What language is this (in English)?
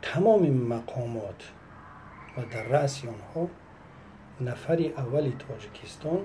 Tajik